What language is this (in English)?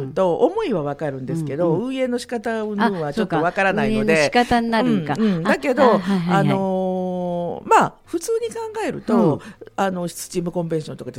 Japanese